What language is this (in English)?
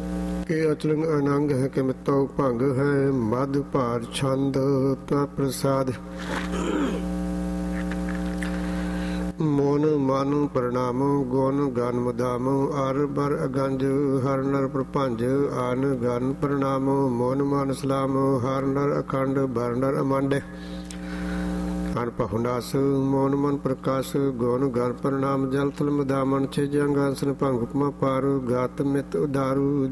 Punjabi